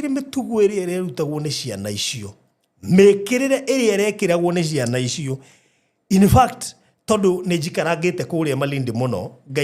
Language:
Kikuyu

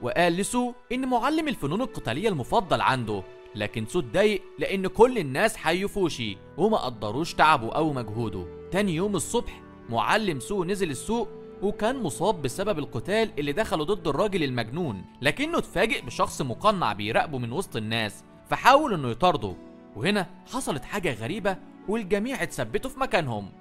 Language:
Egyptian Arabic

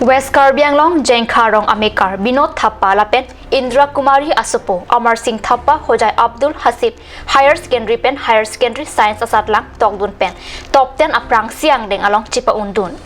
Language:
Karbi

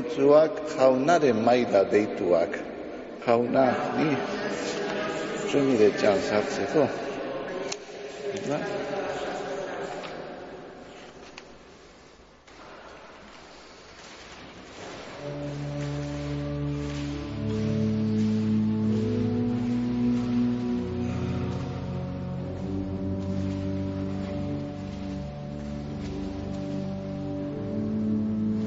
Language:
Basque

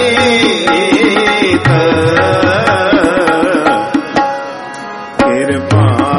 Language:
Punjabi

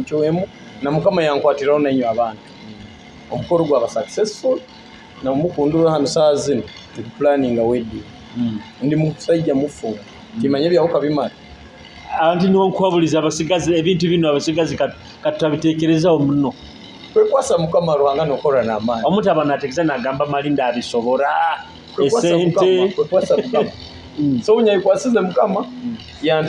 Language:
Nyoro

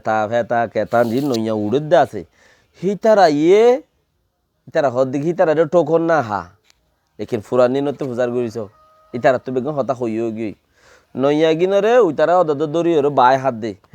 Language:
Rohingya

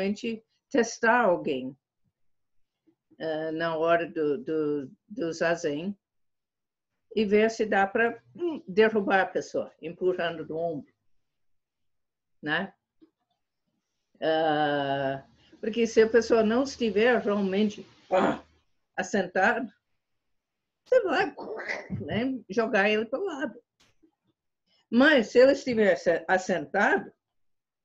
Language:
Portuguese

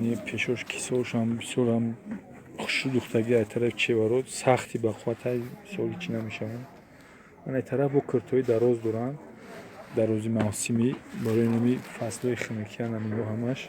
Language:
Tajik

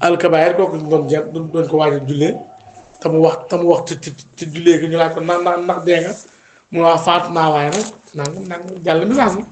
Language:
Wolof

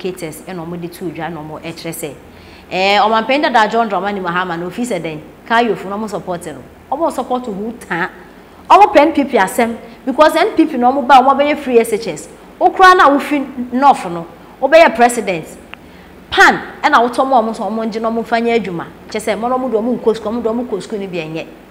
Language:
Akan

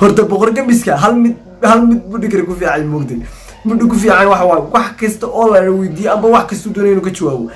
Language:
Somali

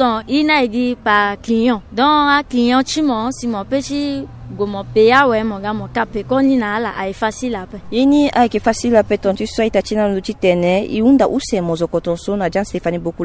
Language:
Sango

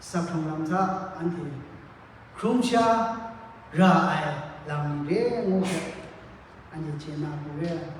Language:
Kachin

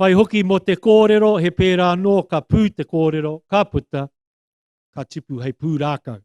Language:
Māori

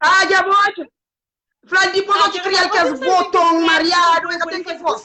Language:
Kabuverdianu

